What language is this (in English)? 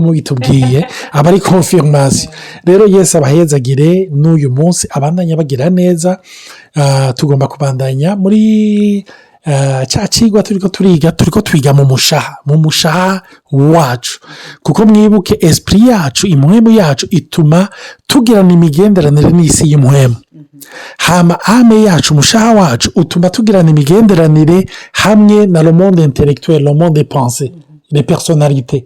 Rundi